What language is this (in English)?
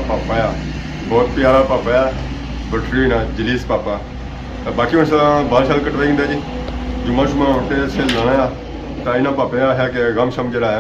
Pahari-Potwari